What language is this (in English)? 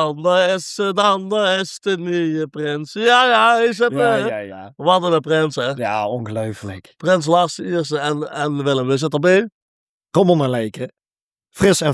Limburgish